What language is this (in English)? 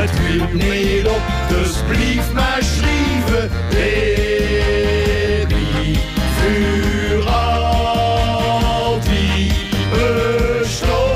Limburgish